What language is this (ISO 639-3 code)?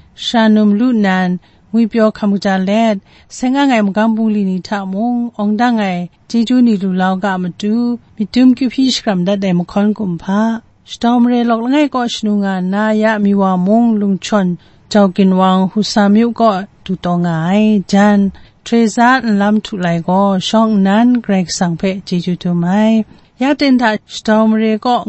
kac